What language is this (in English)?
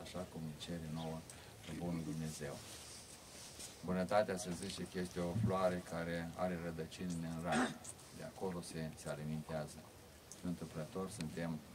Romanian